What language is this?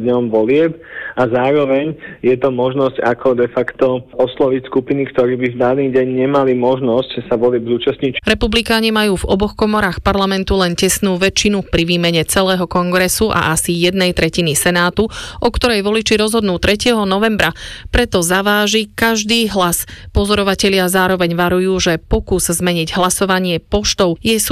Slovak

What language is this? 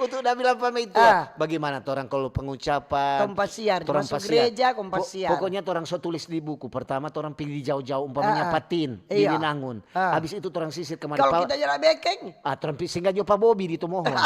Manado Malay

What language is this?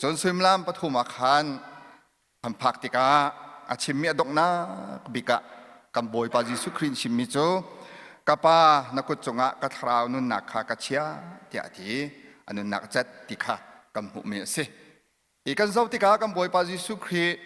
Hakha Chin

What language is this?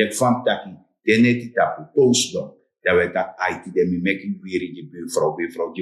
Sranan Tongo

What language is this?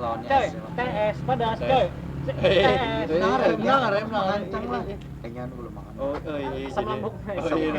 Banjar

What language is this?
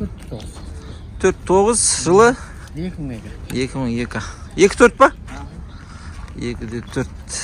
Kazakh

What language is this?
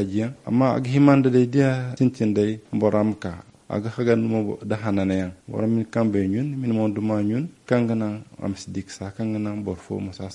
Zarma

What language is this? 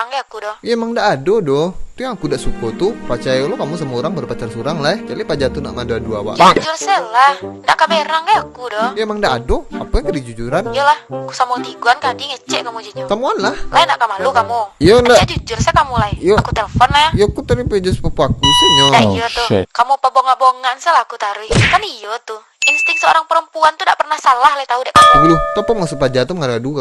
Minangkabau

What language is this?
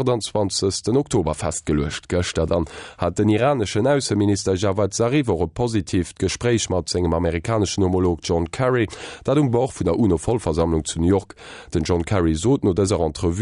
Luxembourgish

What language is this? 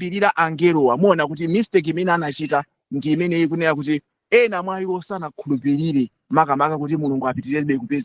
Nyanja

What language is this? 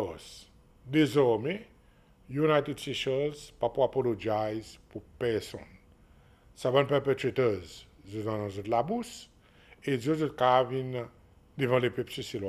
Seselwa Creole French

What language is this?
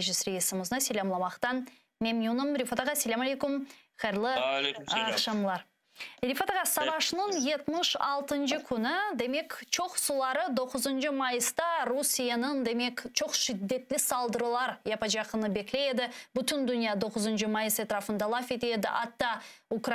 Crimean Tatar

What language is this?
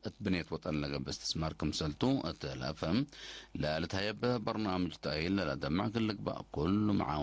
Tigre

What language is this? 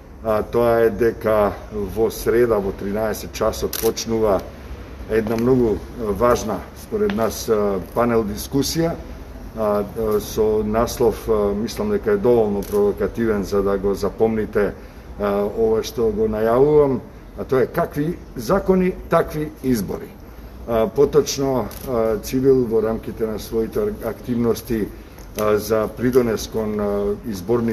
Macedonian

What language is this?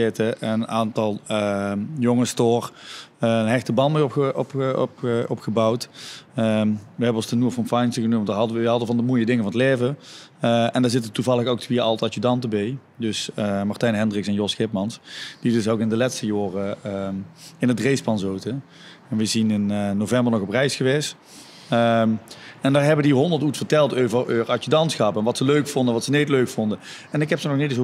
Limburgish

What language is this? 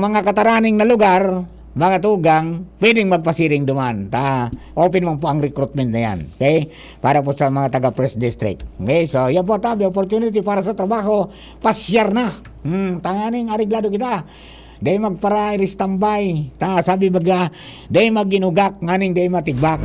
Bikol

